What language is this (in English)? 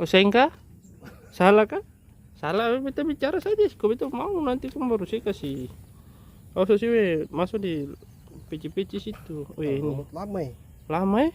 Ambonese Malay